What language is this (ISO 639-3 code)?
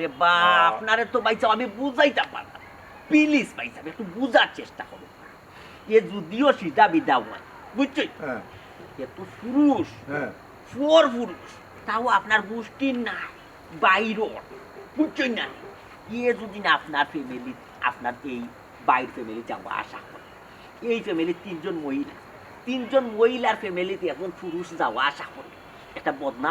syl